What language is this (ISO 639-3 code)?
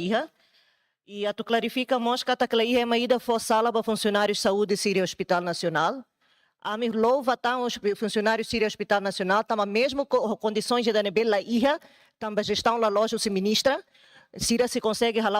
tet